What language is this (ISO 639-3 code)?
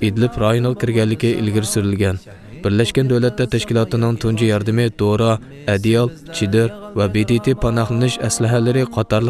uig